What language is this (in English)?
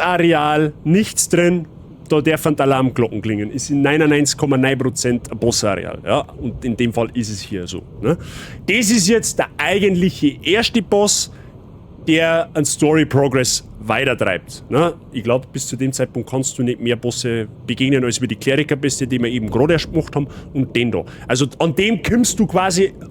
Bavarian